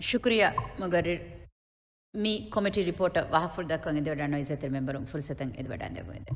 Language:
Divehi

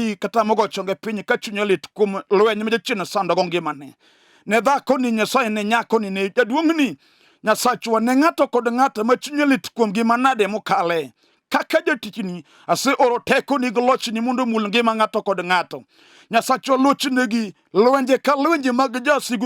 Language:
Luo (Kenya and Tanzania)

